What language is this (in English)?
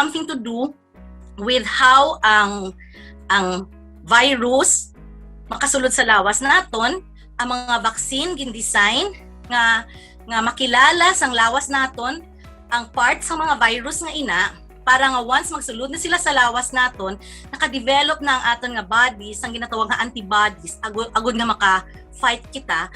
Hiligaynon